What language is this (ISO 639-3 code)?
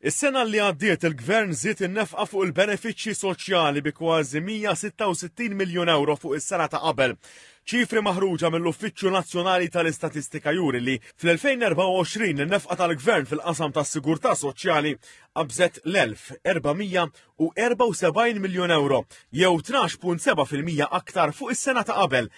mlt